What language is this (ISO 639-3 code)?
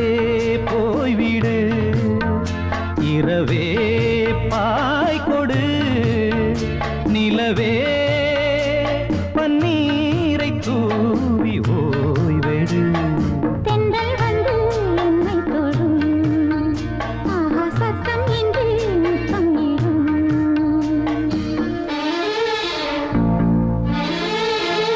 tam